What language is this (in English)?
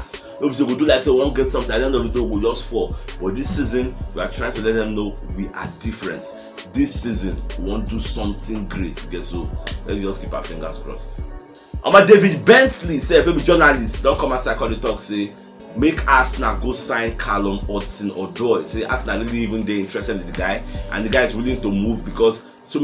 Nigerian Pidgin